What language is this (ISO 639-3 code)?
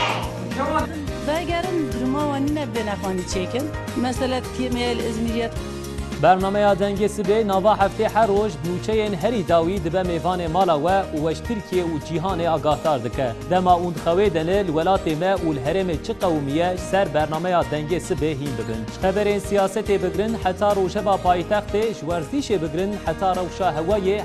kur